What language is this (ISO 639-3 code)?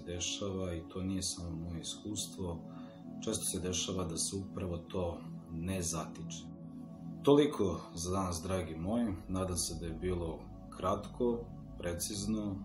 srp